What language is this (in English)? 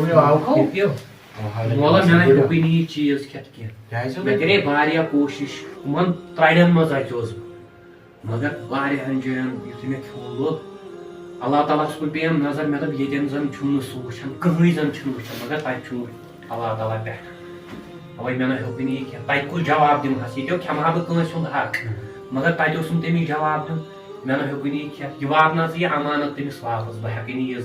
Kashmiri